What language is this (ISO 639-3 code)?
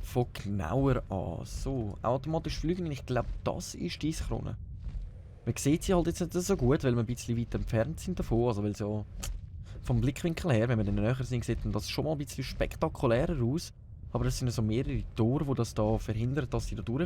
gsw